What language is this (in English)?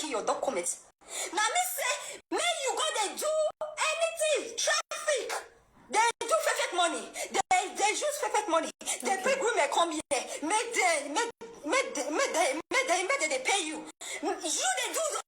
Nigerian Pidgin